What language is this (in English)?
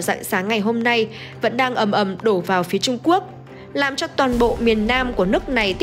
Vietnamese